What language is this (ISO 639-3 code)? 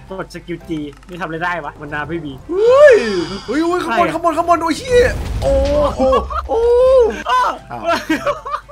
tha